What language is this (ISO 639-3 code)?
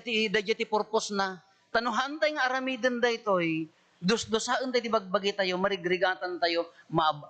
ilo